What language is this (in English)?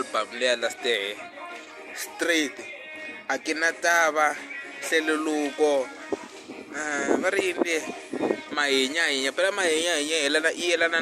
Tsonga